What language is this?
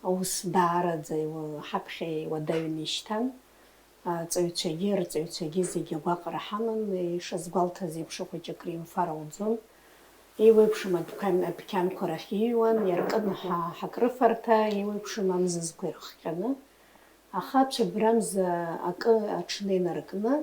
Abkhazian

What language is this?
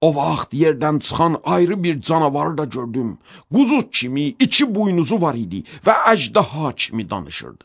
Azerbaijani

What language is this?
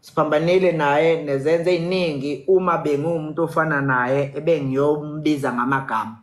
Zulu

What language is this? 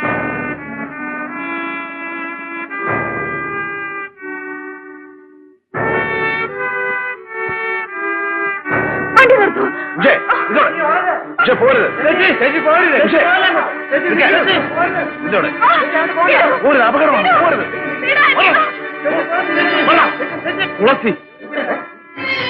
Malayalam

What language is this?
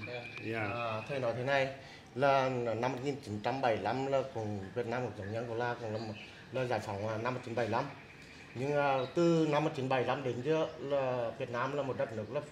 Vietnamese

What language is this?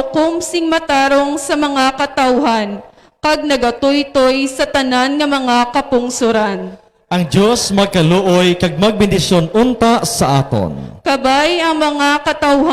Hiligaynon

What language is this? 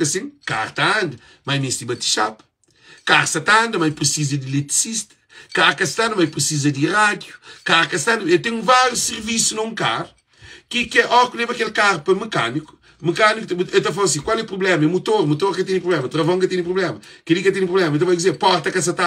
Kabuverdianu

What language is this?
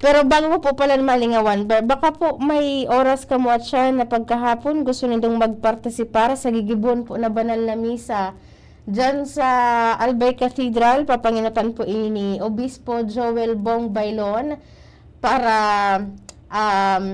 Bikol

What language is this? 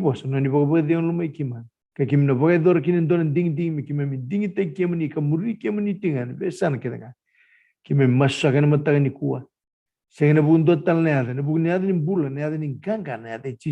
Fijian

